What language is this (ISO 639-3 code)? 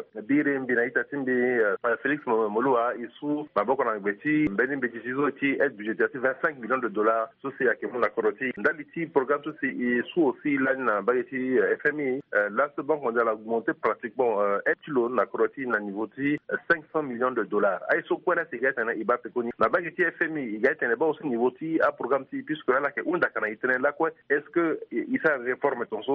sag